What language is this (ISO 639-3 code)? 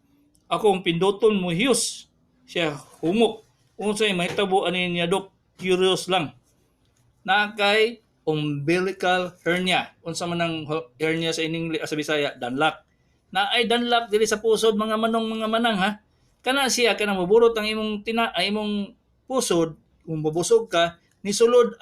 ceb